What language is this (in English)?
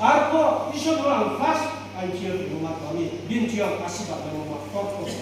Riang (India)